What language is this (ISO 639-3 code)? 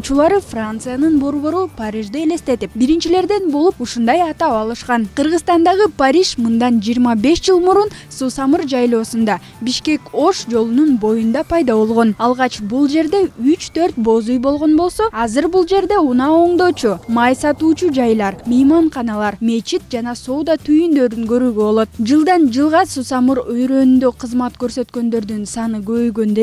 kir